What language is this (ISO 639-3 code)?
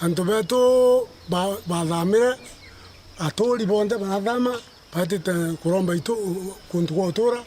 mer